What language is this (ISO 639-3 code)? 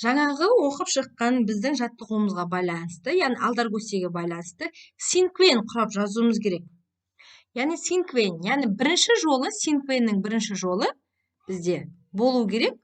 kaz